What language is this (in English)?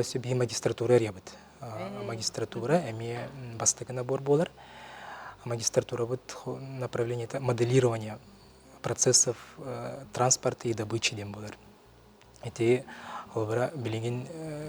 Yakut